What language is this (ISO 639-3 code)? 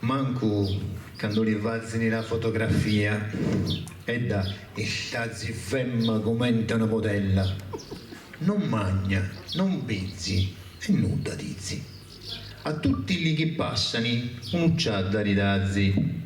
srd